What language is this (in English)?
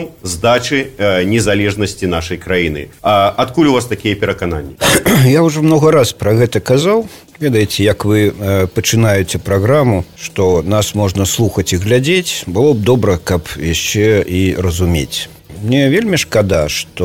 Belarusian